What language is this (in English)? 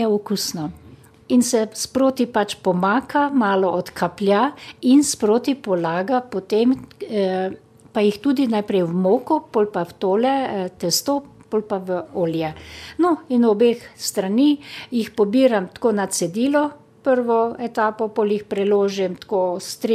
Slovenian